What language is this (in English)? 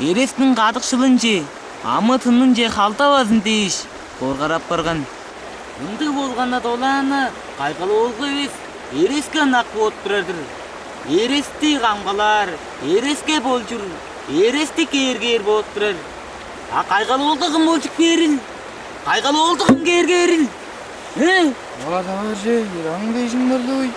Tuvinian